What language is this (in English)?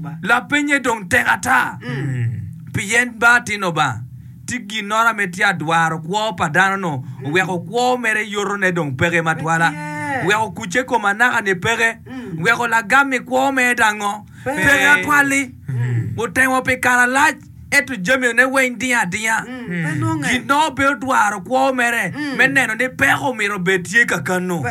Acoli